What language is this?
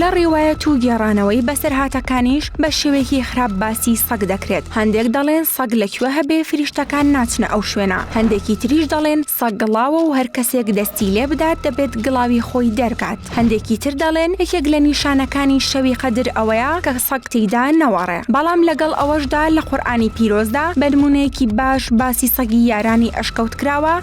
Central Kurdish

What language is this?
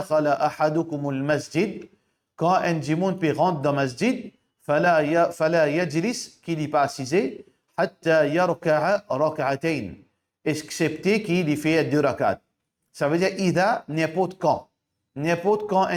Morisyen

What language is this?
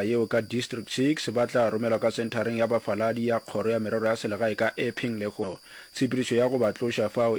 Northern Sotho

